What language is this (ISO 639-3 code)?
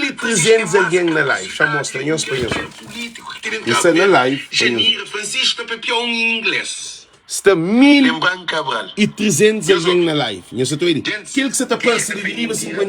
kea